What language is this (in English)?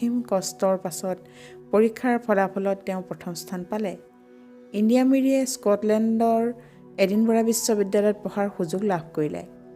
Assamese